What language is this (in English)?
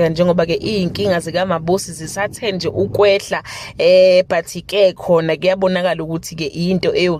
Zulu